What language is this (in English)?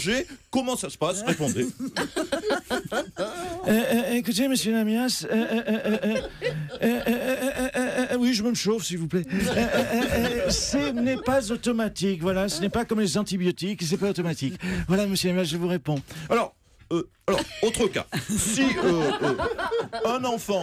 French